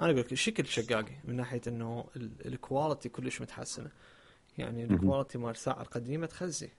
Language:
Mesopotamian Arabic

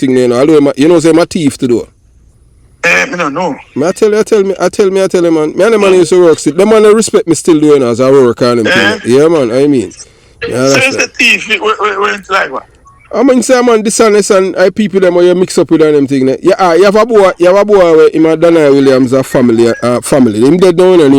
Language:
Jamaican Creole English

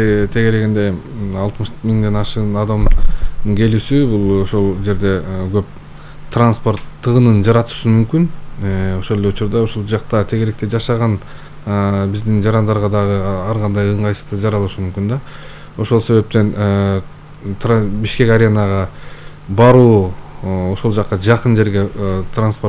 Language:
Kyrgyz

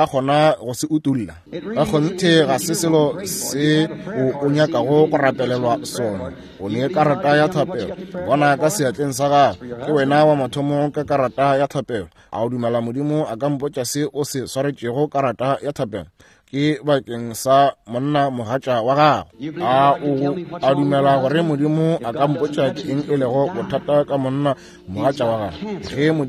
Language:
Northern Sotho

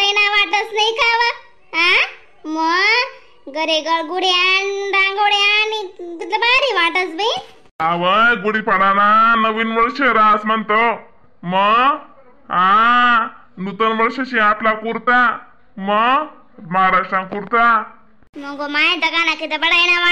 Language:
Khandesi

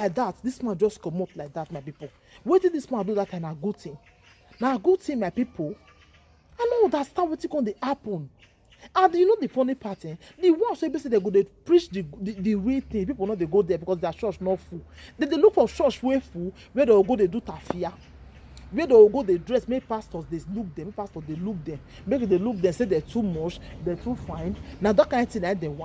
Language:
Nigerian Pidgin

